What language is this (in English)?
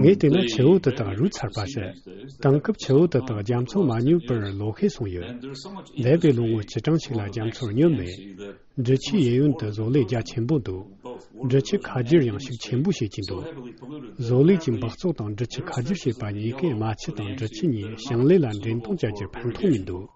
Tibetan